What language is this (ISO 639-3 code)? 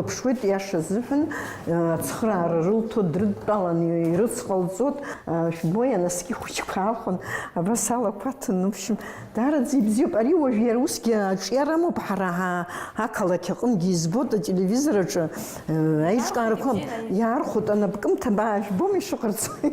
abk